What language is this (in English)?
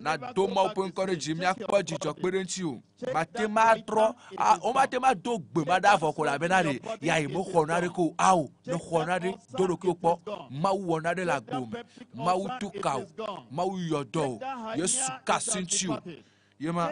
Ewe